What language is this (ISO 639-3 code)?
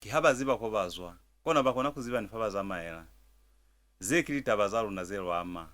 loz